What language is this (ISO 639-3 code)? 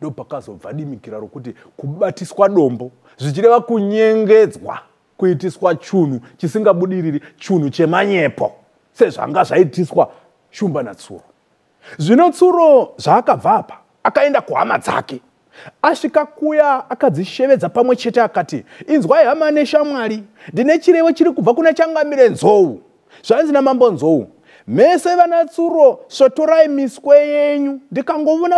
sna